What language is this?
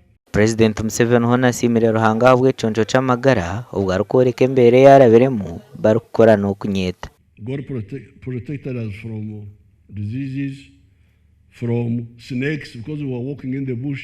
Nyankole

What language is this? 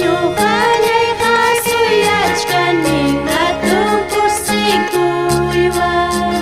Ayacucho Quechua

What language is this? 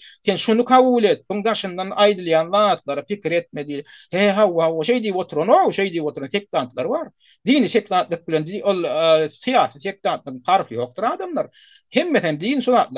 Turkmen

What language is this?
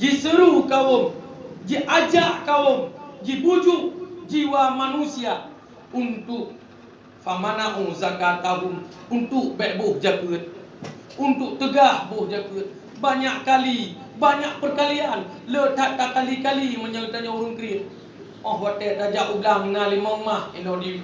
Achinese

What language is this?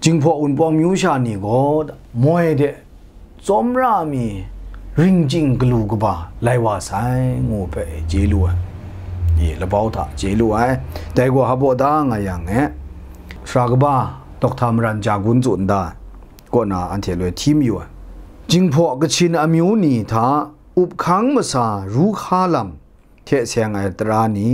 Kachin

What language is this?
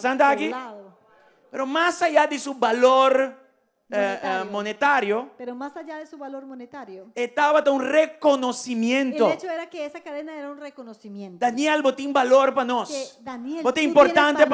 Papiamento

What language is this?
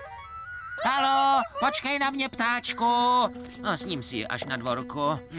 Czech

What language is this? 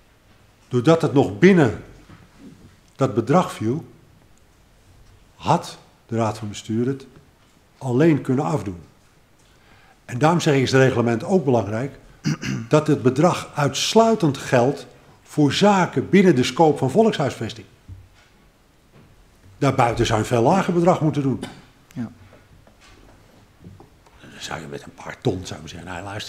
Dutch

